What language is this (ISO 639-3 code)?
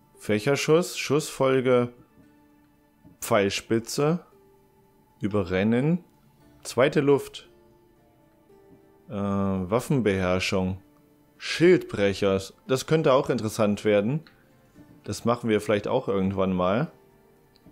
deu